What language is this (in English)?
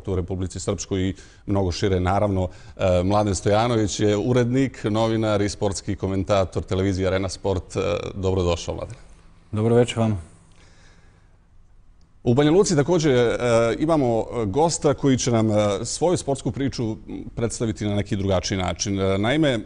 Bosnian